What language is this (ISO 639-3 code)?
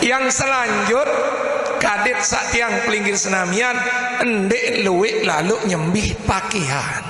sas